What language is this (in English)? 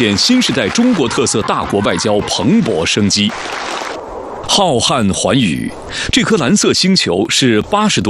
Chinese